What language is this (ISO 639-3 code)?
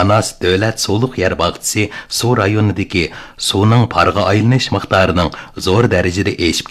uig